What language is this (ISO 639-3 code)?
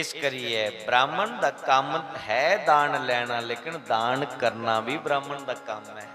doi